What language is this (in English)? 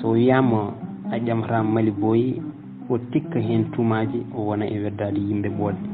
Fula